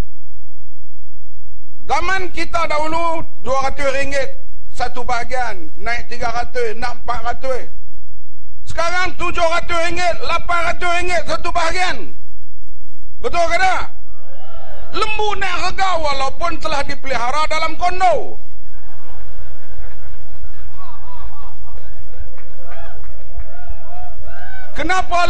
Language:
Malay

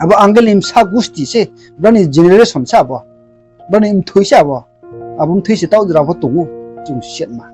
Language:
Riang (India)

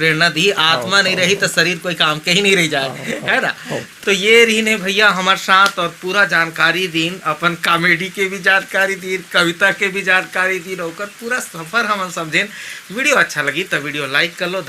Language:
Chhattisgarhi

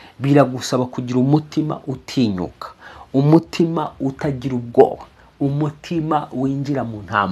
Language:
Kinyarwanda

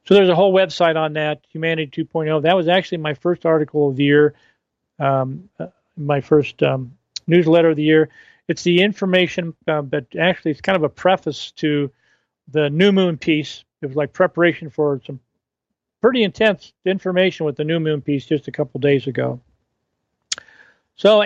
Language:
English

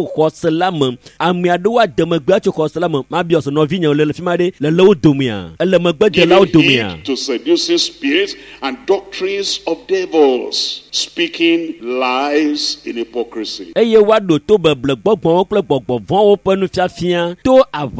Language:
Ewe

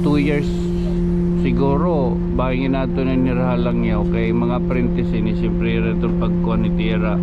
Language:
Waray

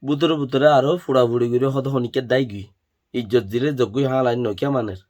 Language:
Rohingya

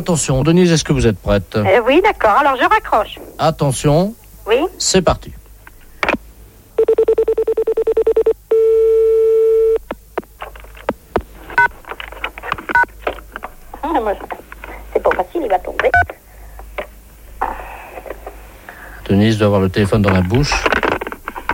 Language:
French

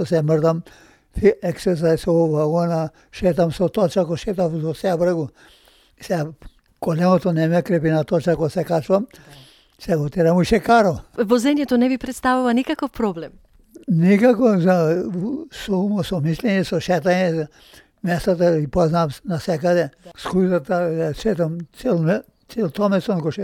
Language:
Macedonian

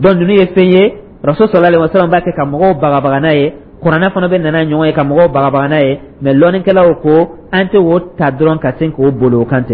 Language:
Dyula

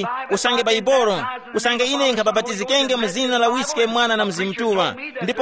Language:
Tumbuka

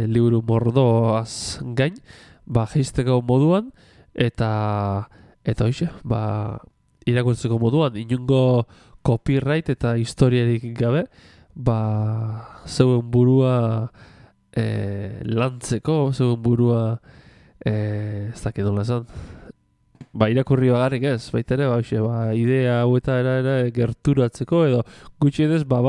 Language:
Basque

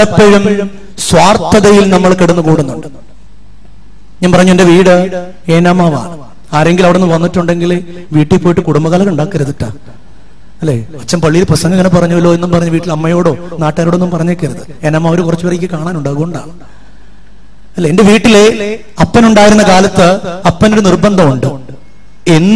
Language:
Malayalam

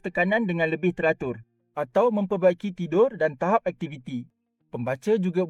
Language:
Malay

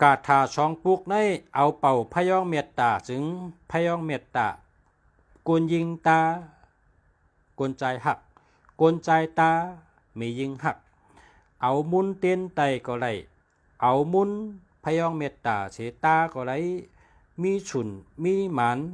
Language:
Shan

